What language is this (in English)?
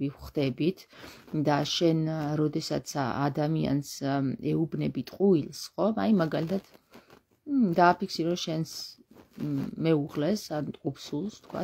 Georgian